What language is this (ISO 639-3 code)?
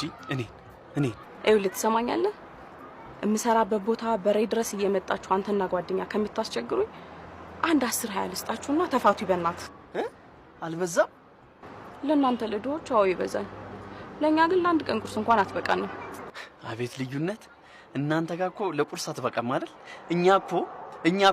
amh